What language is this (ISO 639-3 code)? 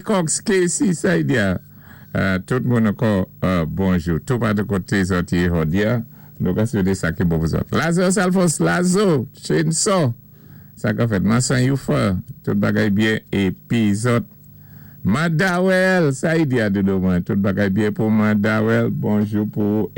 acf